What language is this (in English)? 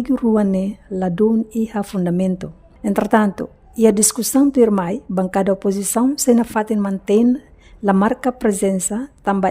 Tetum